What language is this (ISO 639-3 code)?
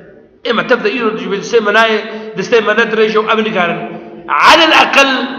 kur